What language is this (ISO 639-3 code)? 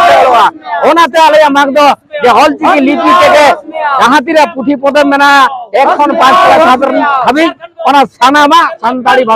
sat